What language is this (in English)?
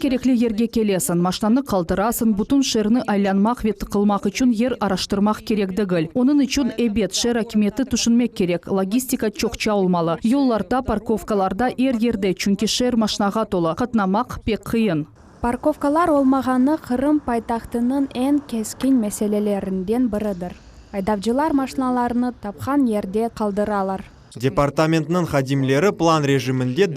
Crimean Tatar